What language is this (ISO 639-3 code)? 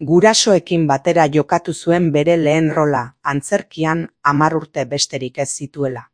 eus